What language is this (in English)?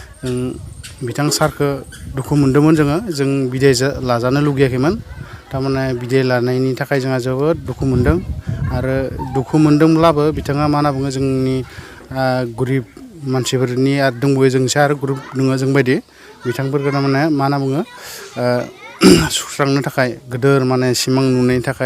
Bodo